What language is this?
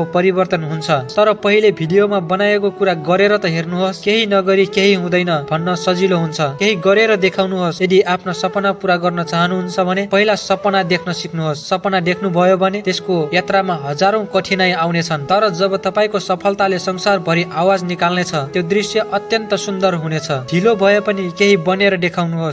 Nepali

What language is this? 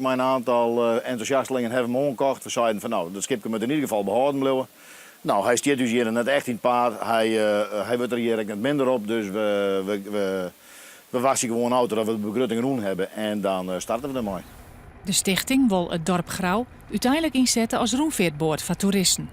Western Frisian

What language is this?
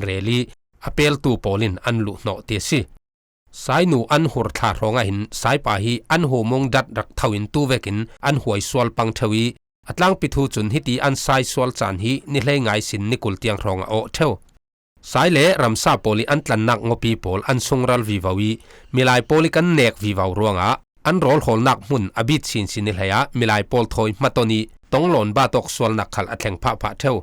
Falam Chin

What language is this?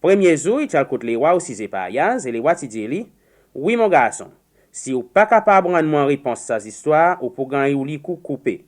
Seselwa Creole French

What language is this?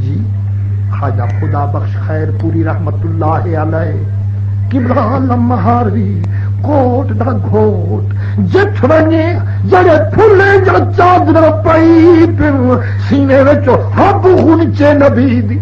Saraiki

